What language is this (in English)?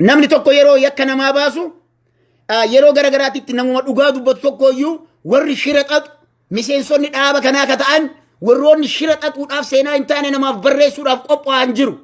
Oromo